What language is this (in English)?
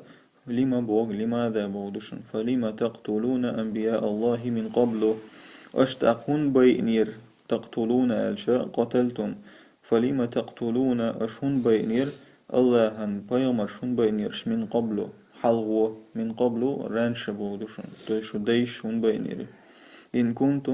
Chechen